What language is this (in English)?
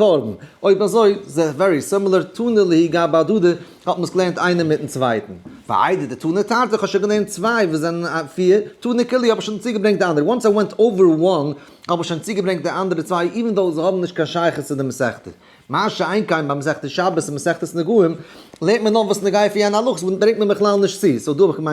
Yiddish